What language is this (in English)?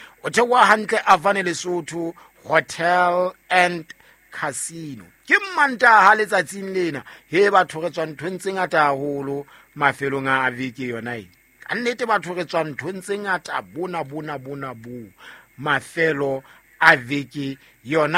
Southern Sotho